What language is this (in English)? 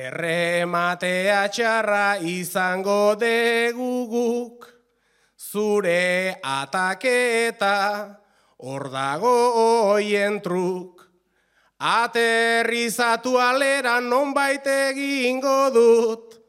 Basque